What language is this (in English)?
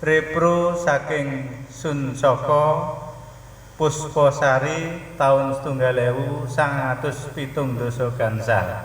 Javanese